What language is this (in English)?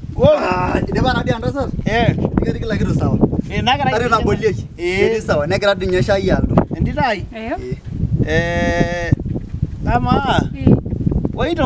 Masai